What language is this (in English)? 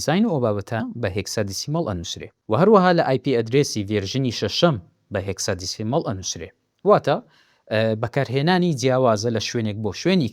Central Kurdish